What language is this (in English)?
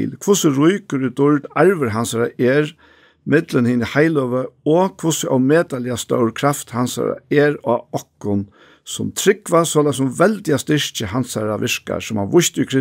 Faroese